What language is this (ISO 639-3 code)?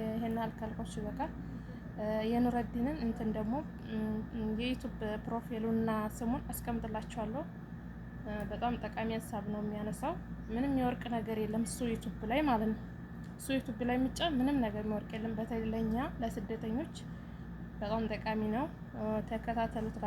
amh